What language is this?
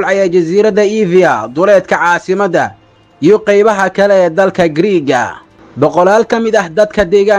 Somali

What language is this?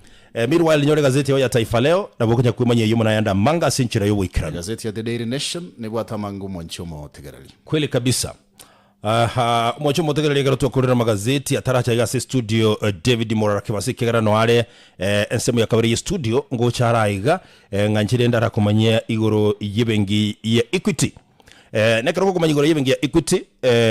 Gusii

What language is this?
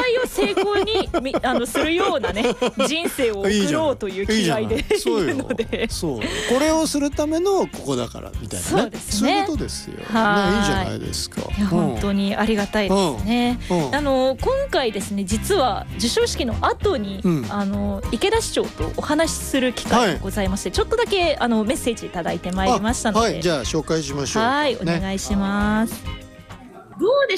Japanese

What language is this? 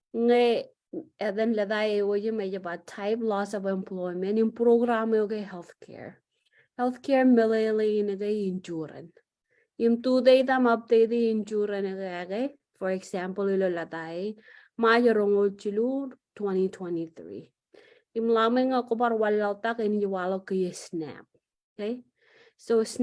Marshallese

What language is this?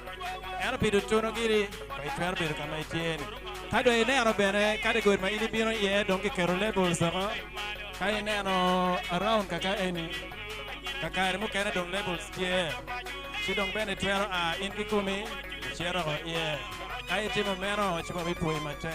Acoli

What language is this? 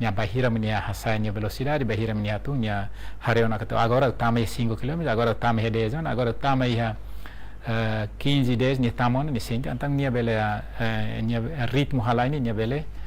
Tetum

